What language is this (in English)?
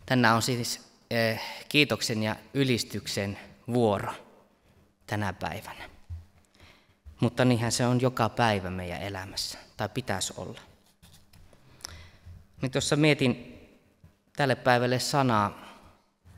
Finnish